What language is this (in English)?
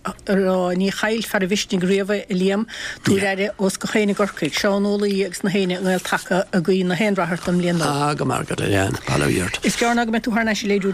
Irish